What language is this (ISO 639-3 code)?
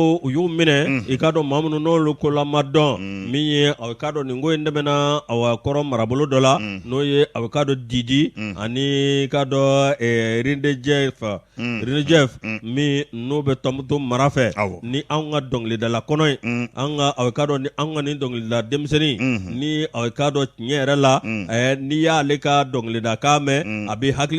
bam